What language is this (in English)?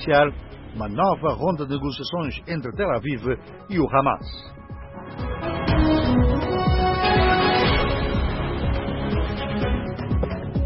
Portuguese